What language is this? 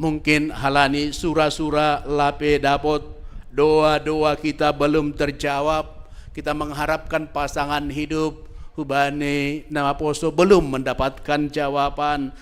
Batak Simalungun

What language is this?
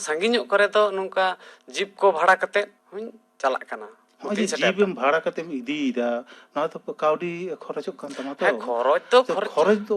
Santali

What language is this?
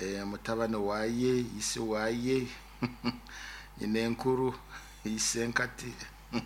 Nyoro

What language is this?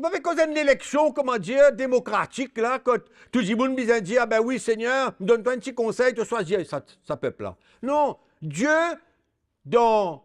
Morisyen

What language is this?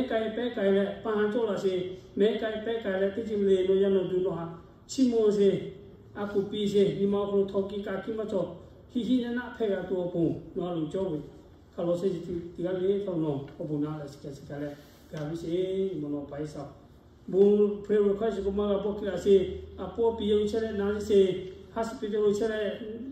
Lahu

